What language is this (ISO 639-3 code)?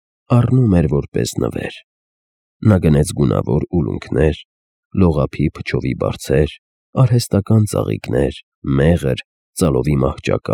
hye